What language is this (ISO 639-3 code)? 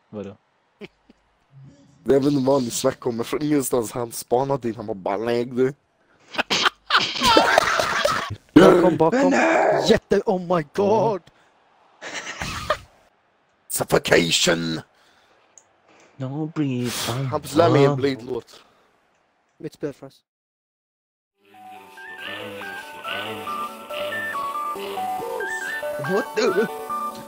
swe